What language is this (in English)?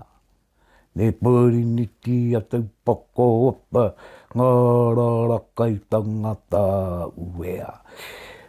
Māori